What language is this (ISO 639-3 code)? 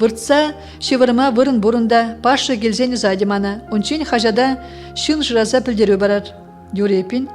chv